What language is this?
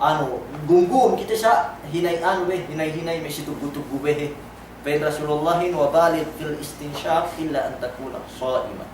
Yakan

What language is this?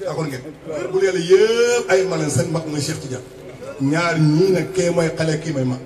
Wolof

